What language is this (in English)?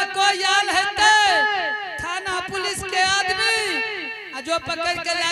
Angika